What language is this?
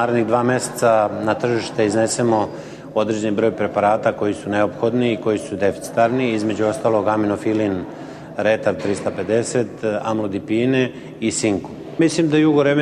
Serbian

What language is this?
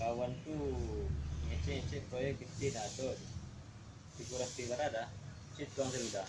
Minangkabau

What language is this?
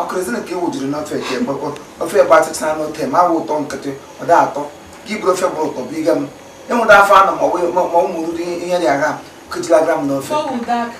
Igbo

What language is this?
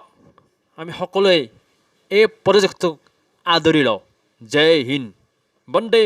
Assamese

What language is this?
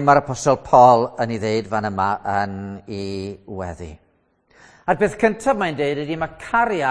Welsh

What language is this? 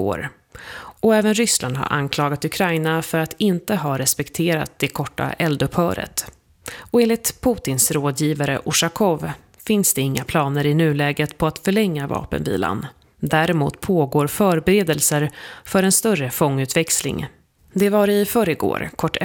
Swedish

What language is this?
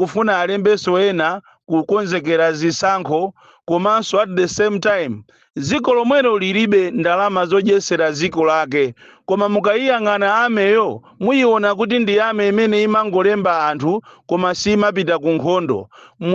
Nyanja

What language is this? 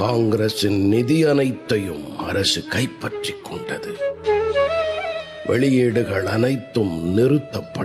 Tamil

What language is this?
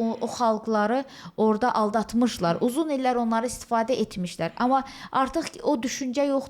Azerbaijani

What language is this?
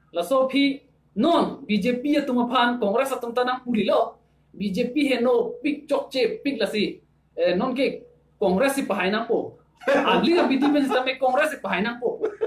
Karbi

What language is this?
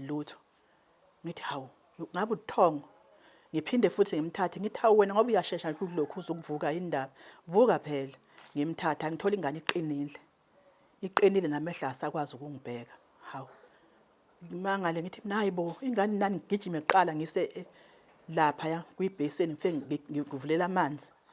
Zulu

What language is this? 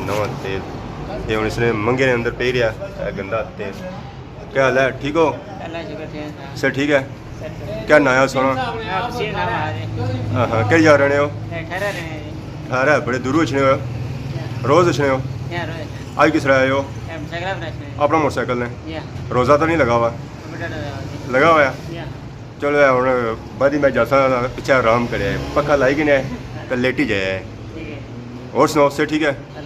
Pahari-Potwari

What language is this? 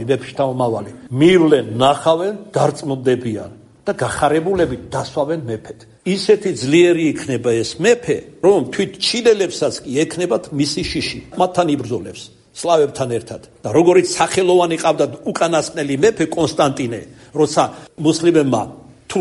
Georgian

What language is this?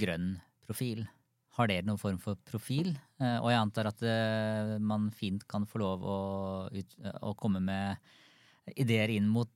Norwegian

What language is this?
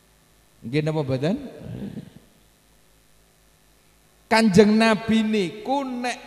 Javanese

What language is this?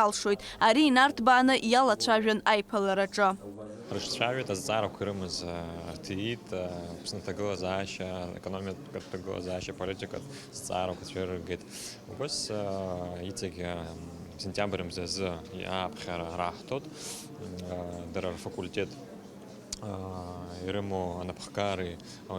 Abkhazian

